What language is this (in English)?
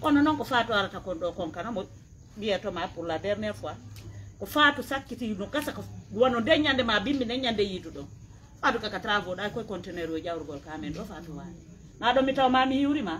Pular